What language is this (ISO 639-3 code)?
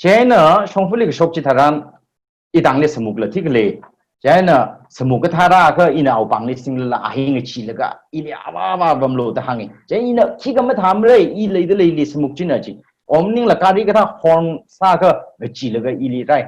nmf